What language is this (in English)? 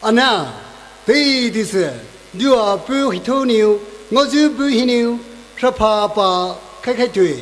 Poumei Naga